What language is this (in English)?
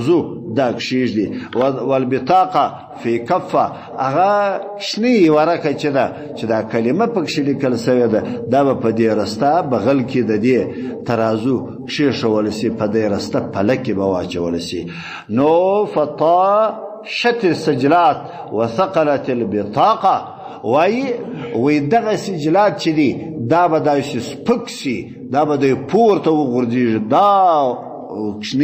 Pashto